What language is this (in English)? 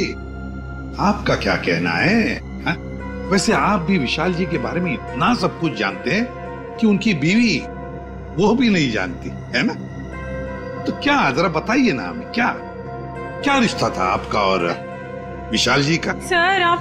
Hindi